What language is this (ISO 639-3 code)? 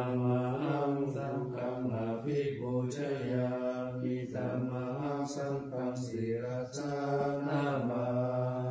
pli